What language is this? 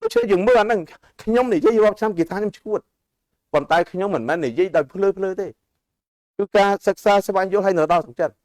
Khmer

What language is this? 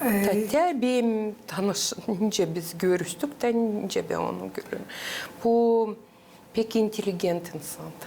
Gagauz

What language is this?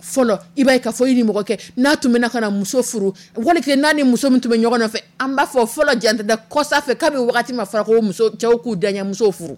Dyula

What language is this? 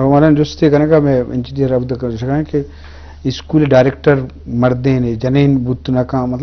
Eastern Balochi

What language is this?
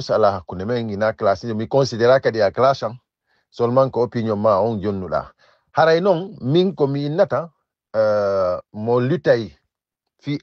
Fula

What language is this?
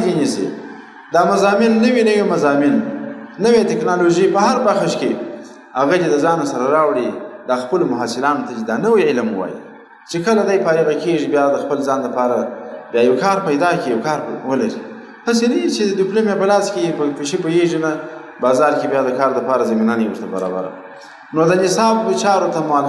Pashto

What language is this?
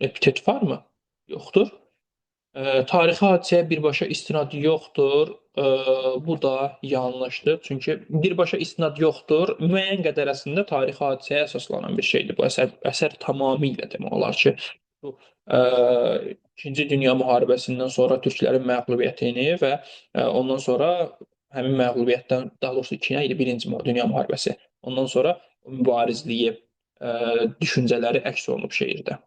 Azerbaijani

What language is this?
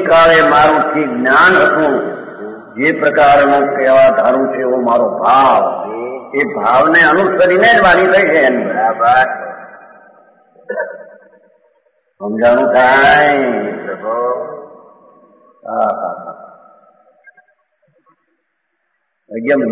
Gujarati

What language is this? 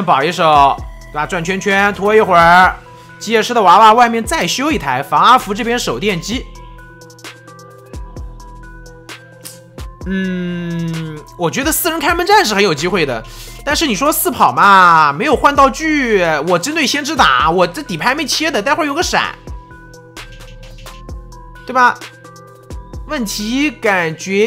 Chinese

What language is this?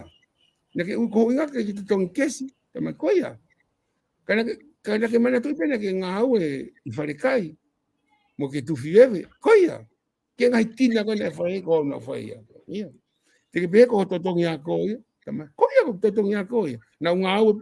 Tongan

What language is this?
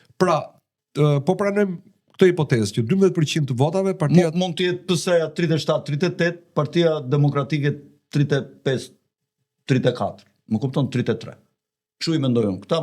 Albanian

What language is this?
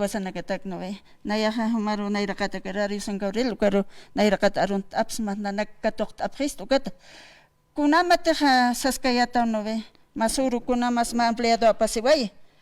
Aymara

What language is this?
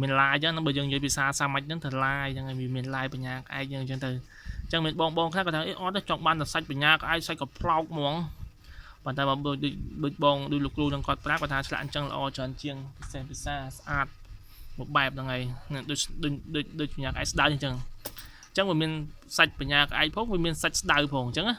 Khmer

